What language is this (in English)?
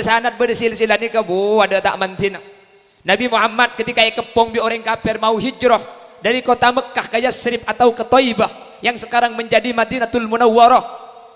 Madurese